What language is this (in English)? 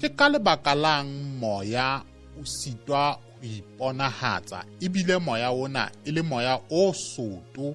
Southern Sotho